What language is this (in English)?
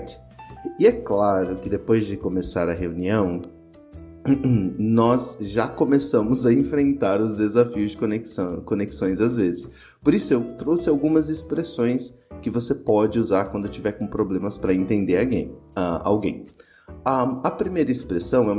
Portuguese